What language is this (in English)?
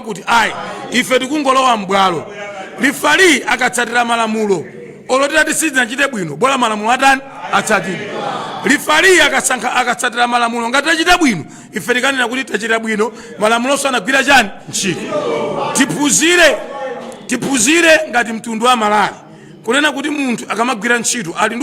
Nyanja